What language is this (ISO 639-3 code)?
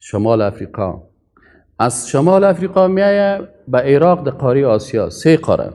fas